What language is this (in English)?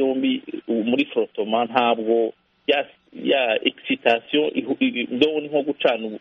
Kinyarwanda